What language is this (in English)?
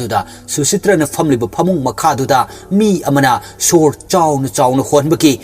Manipuri